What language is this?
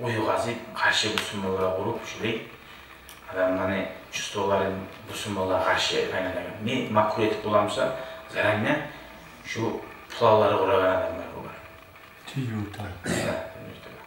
Kumyk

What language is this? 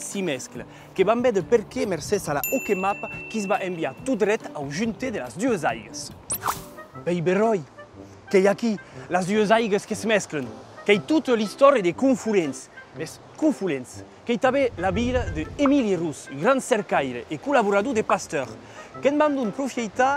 Occitan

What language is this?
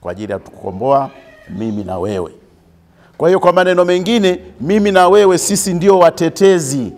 Swahili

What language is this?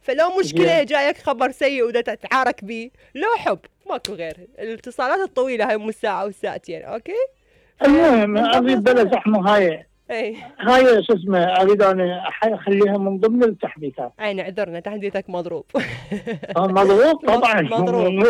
Mesopotamian Arabic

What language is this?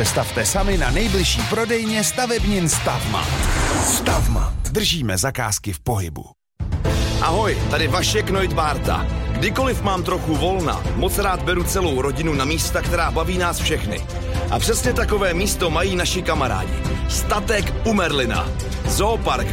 Czech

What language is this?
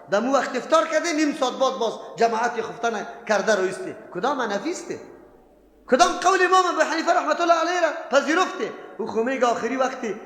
Persian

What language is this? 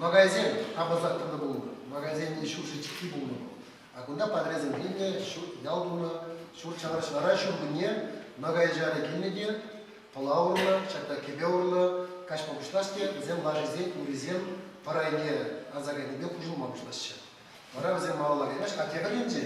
Chuvash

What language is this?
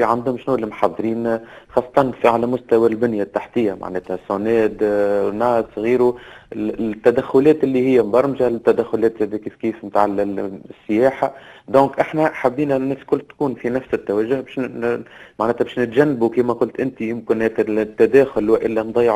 Tunisian Arabic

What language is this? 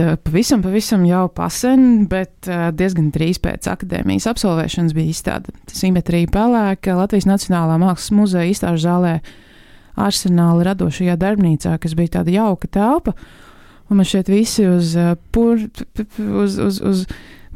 Latvian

